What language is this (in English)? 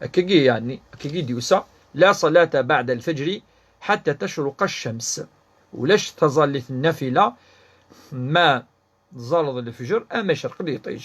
Kabyle